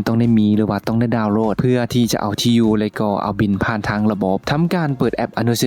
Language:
Lao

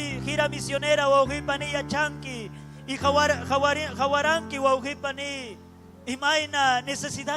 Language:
Ayacucho Quechua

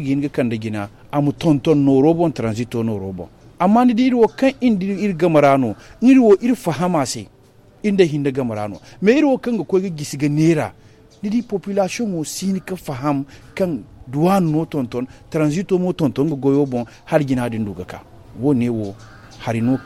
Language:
Zarma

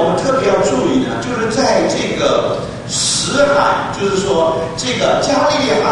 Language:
Chinese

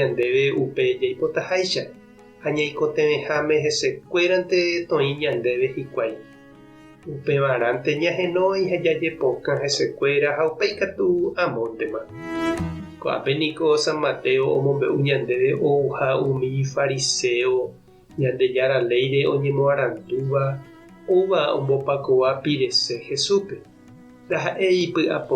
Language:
Guarani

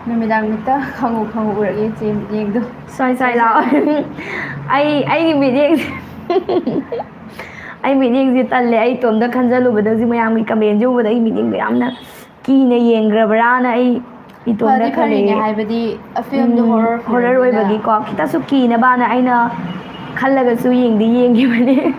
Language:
Manipuri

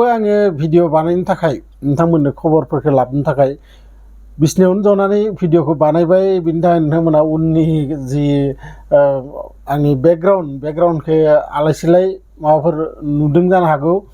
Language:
Bodo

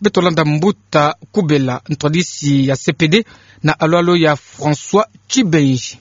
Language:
Kituba (Democratic Republic of Congo)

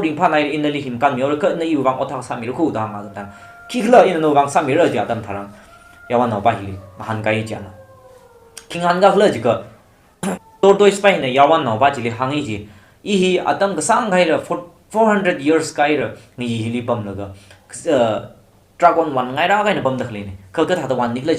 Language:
Tangkhul Naga (India)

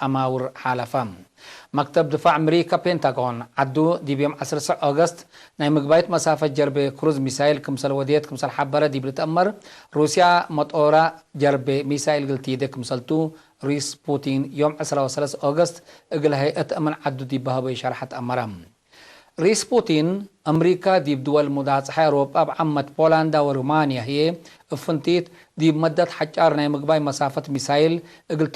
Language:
Tigre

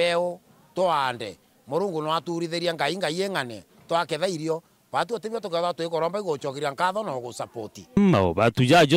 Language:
Meru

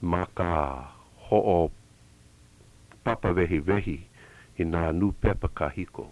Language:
Hawaiian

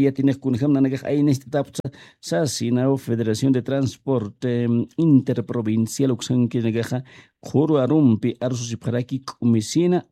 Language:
Aymara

